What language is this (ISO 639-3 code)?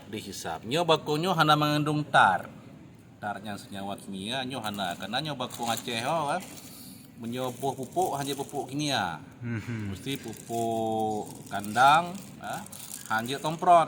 ace